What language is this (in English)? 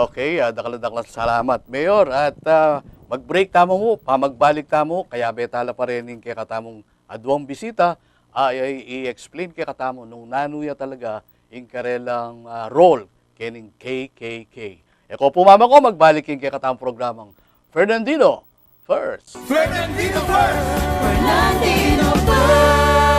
Pampanga